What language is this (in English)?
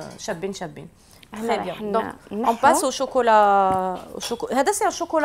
Algerian Arabic